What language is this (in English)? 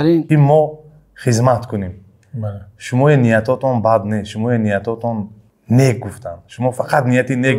Tajik